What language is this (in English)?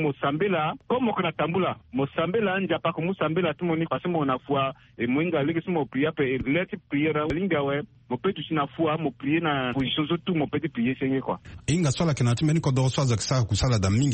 Sango